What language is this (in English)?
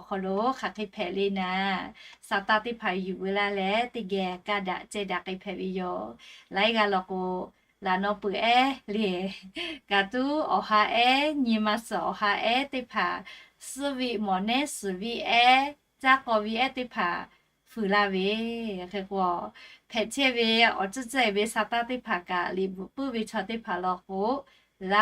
Lahu